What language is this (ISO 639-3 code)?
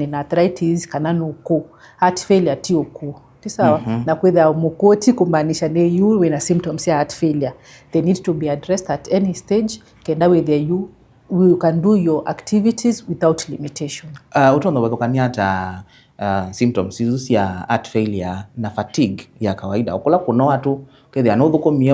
kam